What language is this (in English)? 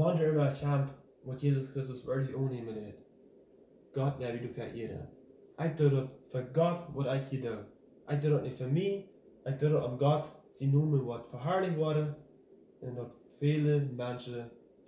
Plautdietsch